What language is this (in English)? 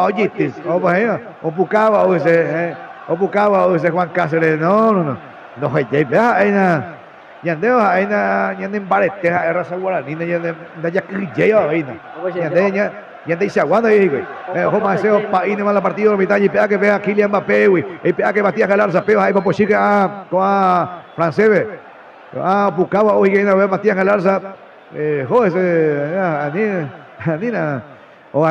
Guarani